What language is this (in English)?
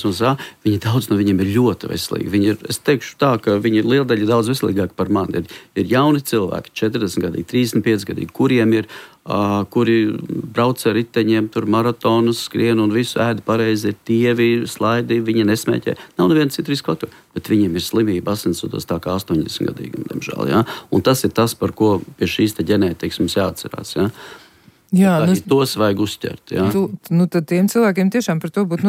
Latvian